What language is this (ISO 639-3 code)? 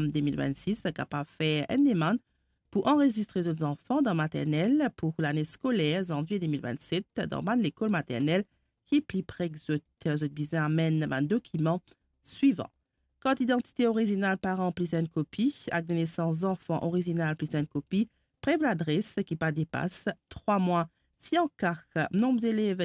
mfe